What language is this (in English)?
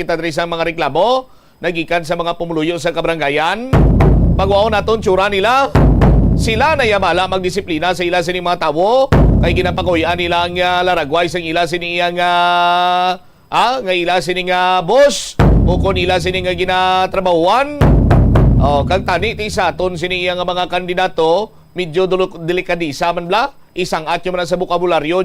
Hiligaynon